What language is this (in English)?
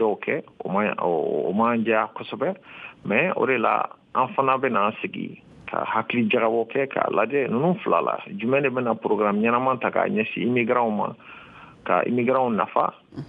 Bambara